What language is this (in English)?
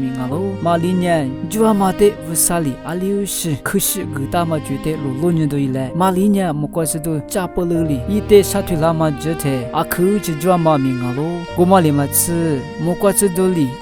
Lisu